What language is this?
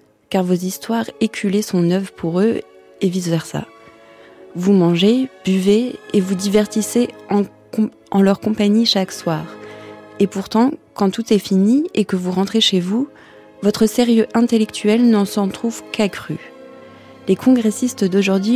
French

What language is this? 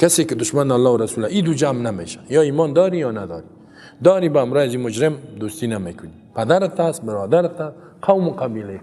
Persian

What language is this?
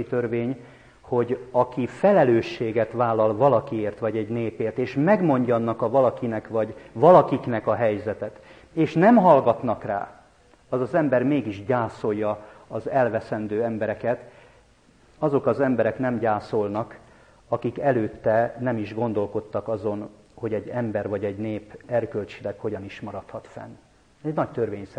Hungarian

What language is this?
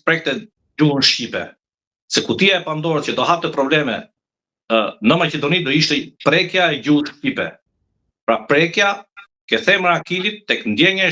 Albanian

